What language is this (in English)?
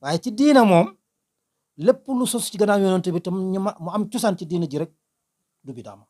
Wolof